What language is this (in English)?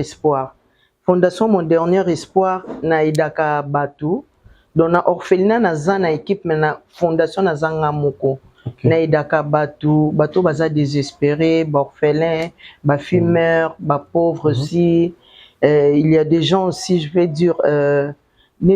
Lingala